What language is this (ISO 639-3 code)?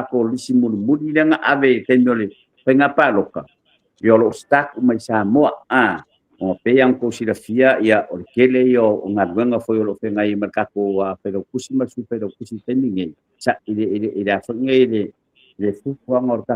smo